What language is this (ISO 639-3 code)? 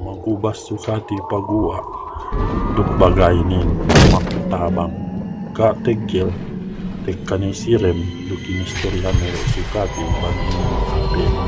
yka